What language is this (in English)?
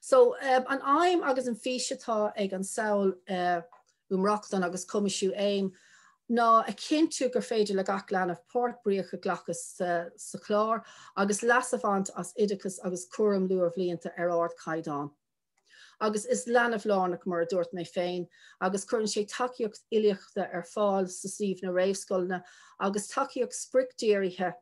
Irish